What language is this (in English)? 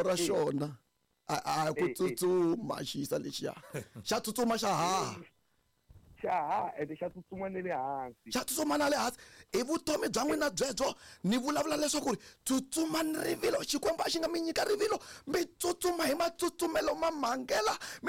Tsonga